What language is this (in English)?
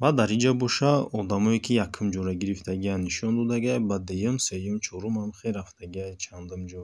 Tajik